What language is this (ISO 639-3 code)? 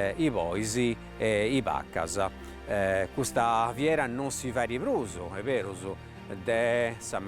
srd